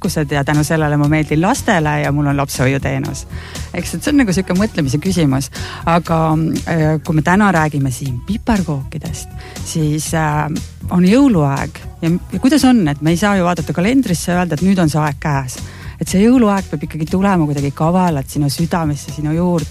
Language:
Estonian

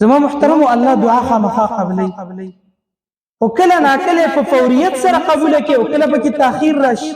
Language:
Pashto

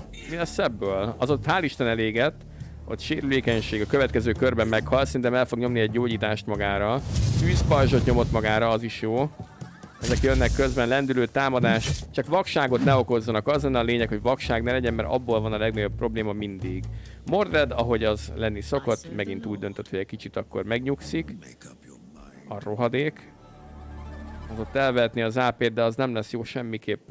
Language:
Hungarian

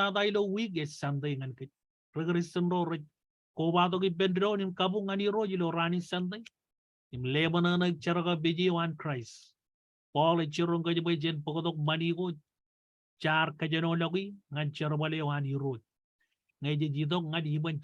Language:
Marshallese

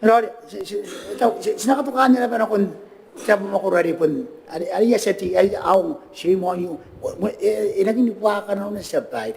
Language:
Gilbertese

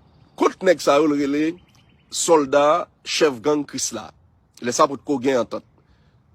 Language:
Haitian Creole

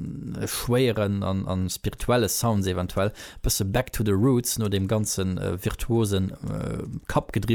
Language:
Luxembourgish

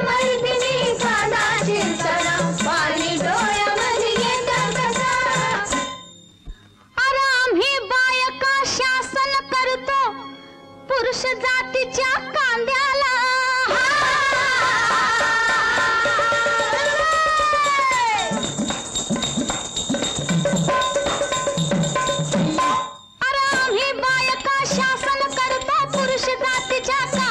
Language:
Marathi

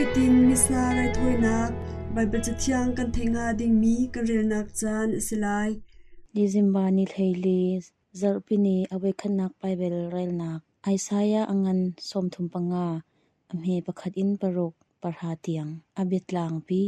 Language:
Hakha Chin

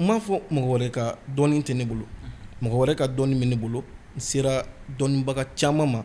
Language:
Bambara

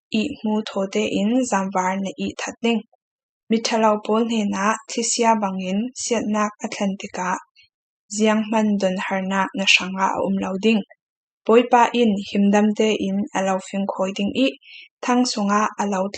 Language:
Falam Chin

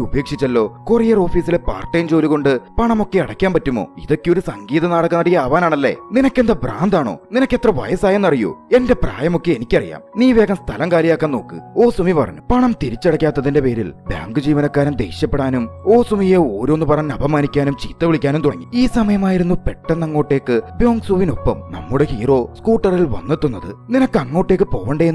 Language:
Malayalam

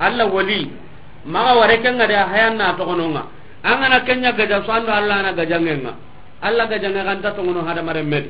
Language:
Soninke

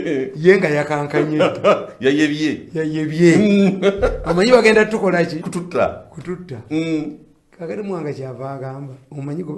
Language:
Ganda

